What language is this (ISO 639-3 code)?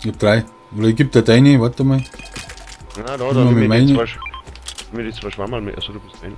bar